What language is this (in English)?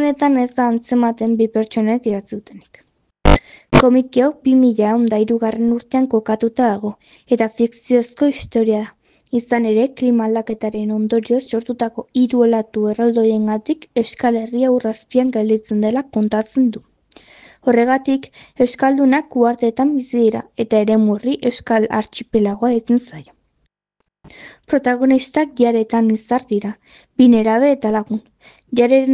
Basque